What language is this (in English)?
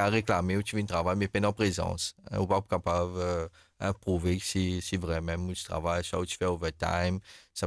Morisyen